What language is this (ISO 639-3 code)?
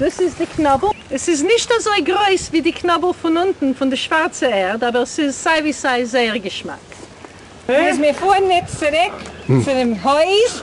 yid